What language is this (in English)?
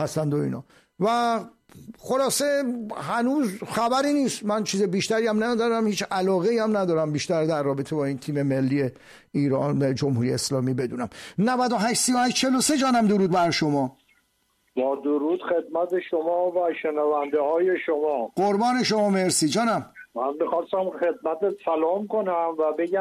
Persian